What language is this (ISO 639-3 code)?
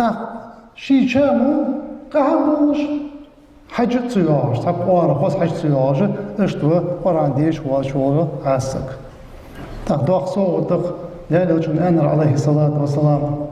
inh